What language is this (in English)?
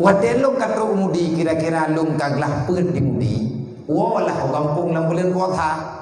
Achinese